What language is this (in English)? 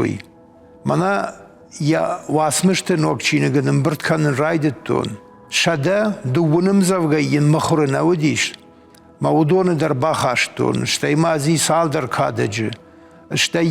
Ossetic